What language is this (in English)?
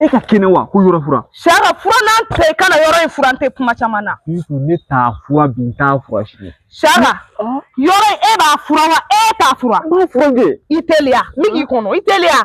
Bambara